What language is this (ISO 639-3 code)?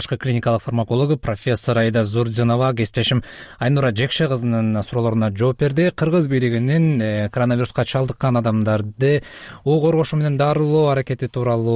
kir